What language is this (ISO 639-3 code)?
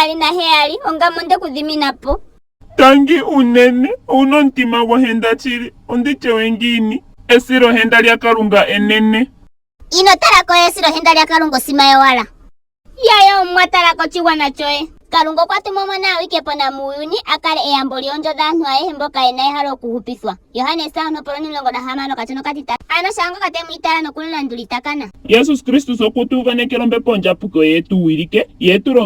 ndo